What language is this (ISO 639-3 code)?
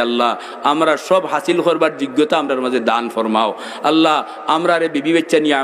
syl